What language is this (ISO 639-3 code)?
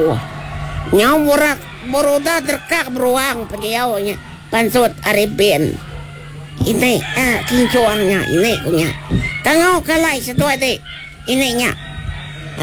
iba